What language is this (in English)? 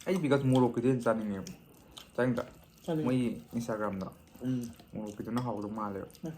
Manipuri